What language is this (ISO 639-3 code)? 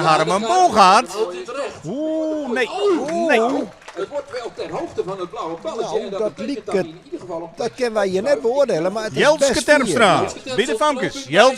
fry